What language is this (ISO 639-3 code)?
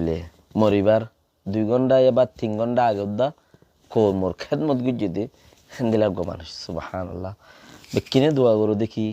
rhg